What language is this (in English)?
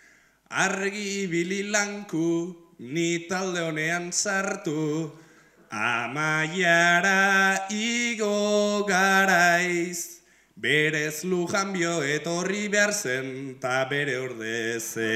Basque